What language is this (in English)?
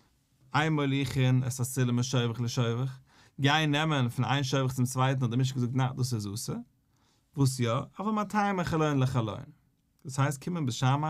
Yiddish